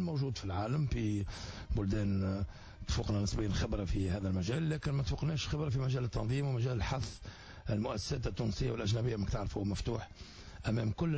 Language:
Tunisian Arabic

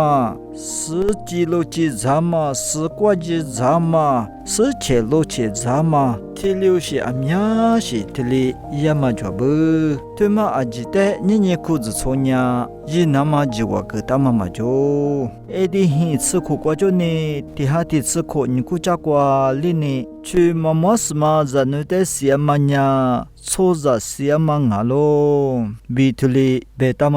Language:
Lisu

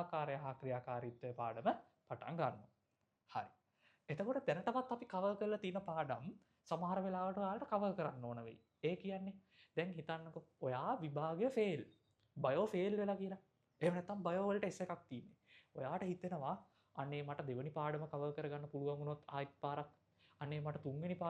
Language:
Sinhala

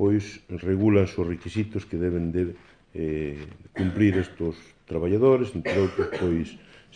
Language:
Galician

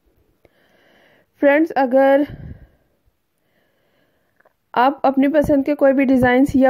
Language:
Hindi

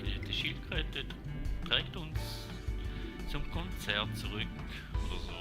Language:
Swiss German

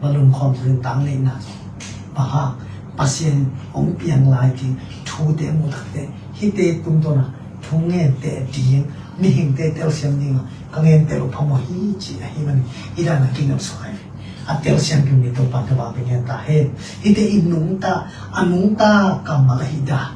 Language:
Tedim Chin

